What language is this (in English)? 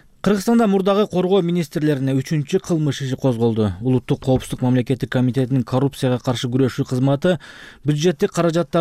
Kyrgyz